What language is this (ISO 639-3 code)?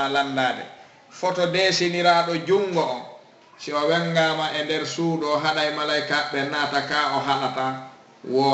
ful